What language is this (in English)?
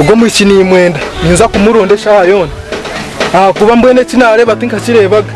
Nyankole